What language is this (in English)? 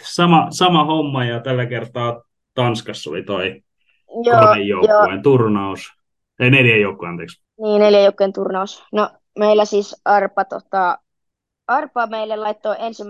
Finnish